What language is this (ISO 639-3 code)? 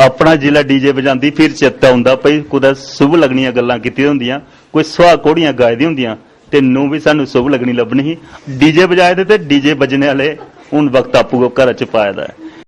doi